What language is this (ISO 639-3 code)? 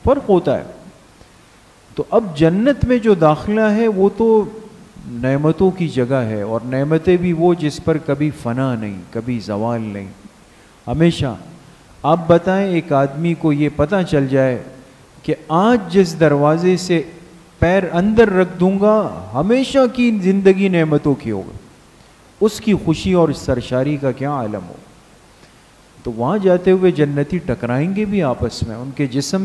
urd